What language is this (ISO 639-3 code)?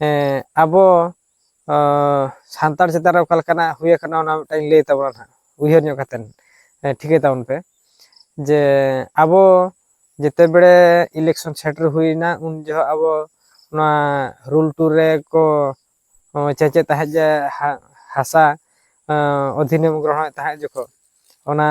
sat